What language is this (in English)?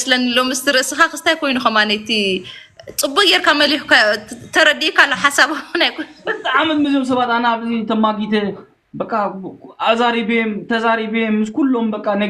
Tigrinya